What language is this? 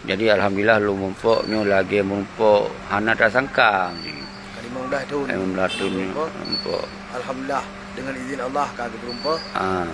Achinese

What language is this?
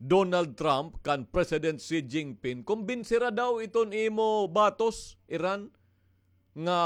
Waray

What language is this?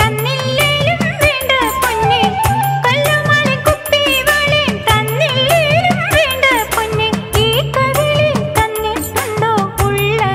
Malayalam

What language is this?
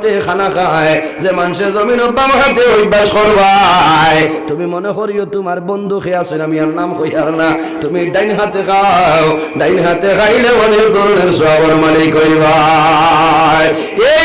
Sylheti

